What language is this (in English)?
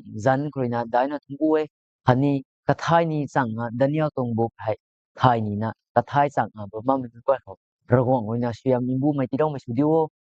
Rongmei Naga